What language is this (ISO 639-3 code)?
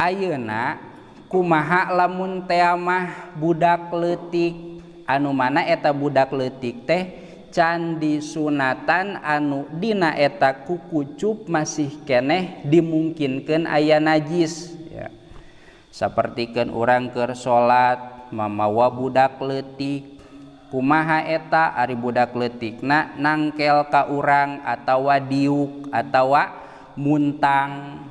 sun